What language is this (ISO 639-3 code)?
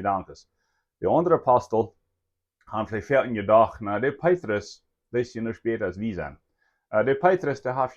pdt